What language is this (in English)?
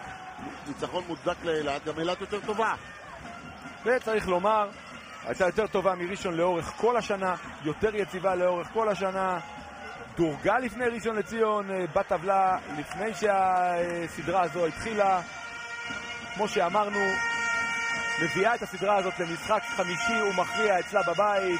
Hebrew